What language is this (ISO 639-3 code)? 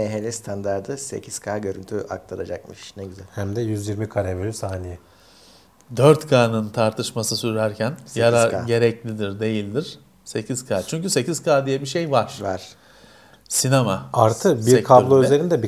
tur